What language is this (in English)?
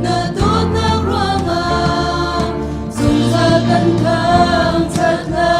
Hakha Chin